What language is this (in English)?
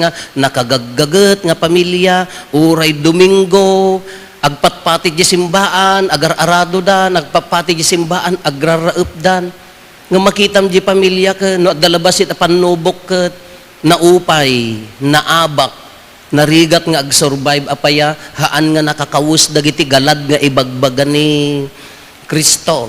Iloko